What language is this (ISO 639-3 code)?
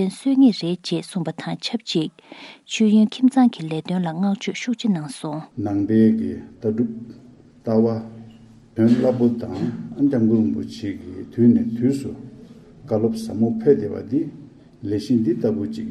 bod